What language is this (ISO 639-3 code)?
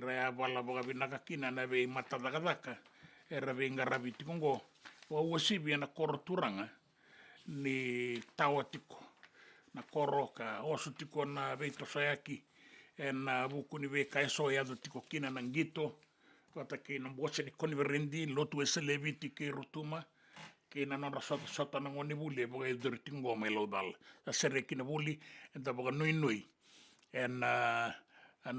fij